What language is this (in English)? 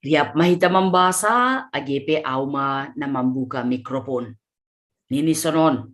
Batak Simalungun